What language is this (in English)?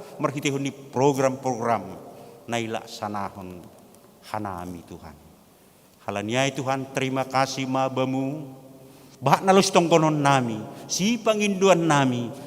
Batak Simalungun